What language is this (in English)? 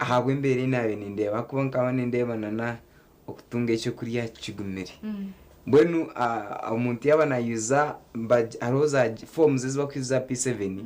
Nyankole